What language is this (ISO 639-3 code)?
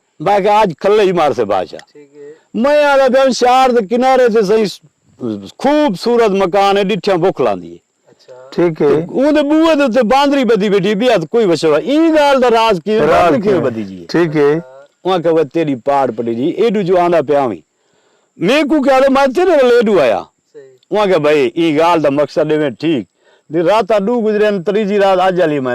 skr